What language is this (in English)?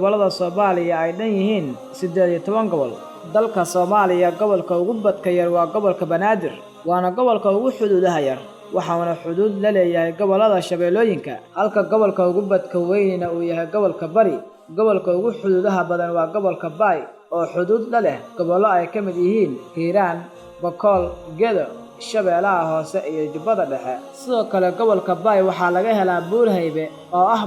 Somali